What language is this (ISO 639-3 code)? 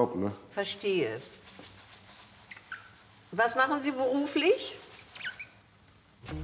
deu